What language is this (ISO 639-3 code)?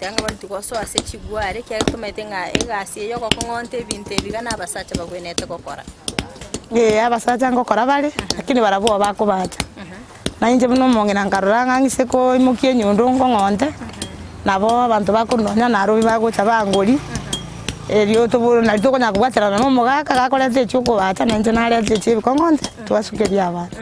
guz